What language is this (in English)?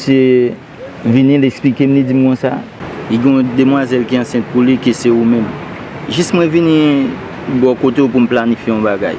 Haitian Creole